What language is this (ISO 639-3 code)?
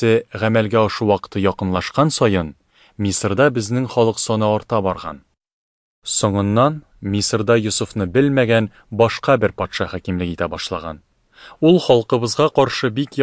tat